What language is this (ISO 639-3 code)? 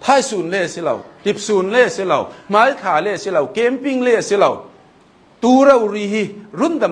cnh